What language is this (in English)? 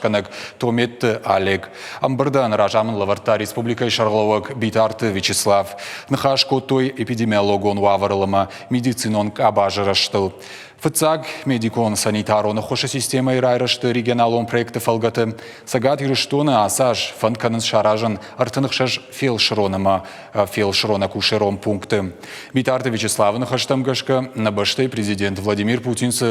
Ossetic